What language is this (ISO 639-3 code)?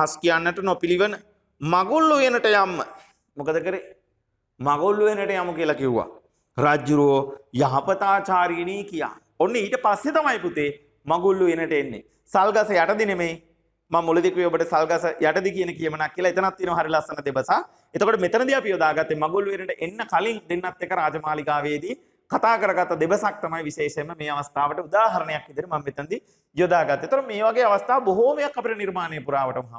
sin